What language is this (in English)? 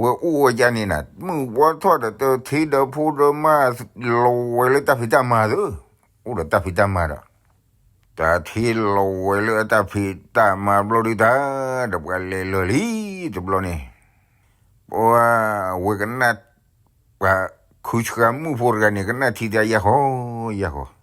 S'gaw Karen